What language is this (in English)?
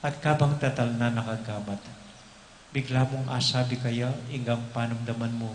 Pampanga